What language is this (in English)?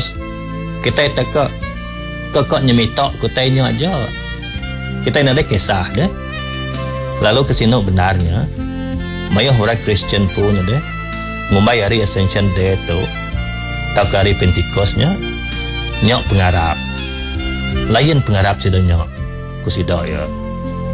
Iban